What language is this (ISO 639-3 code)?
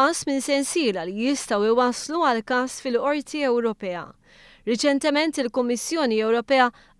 mlt